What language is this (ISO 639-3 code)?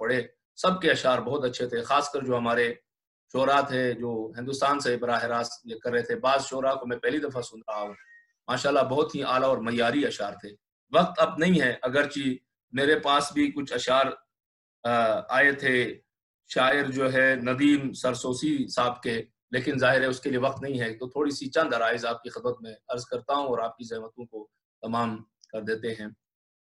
urd